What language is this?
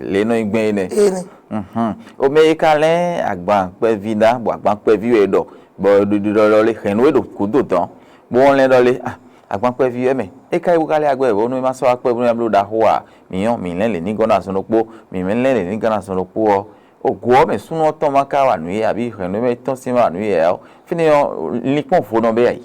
Fon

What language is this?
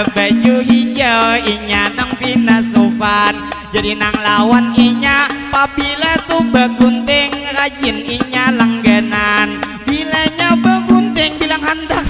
Banjar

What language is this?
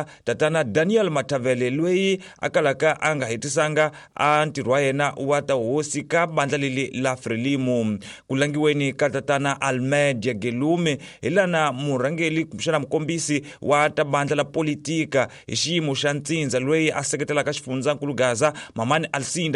Tsonga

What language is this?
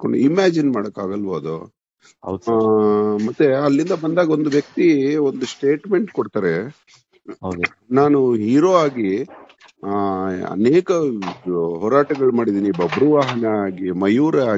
Kannada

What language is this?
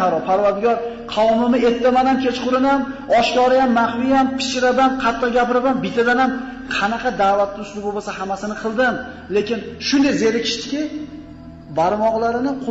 Uzbek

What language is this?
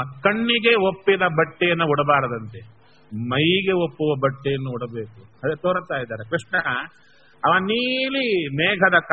Kannada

